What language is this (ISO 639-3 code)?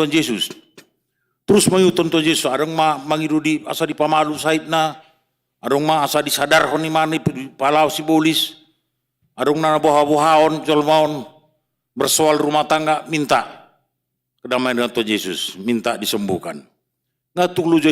bbc